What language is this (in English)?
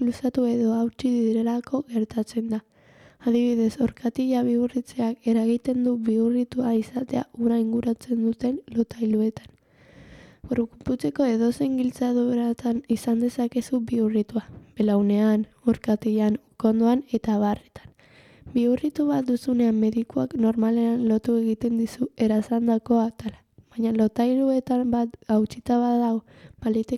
Basque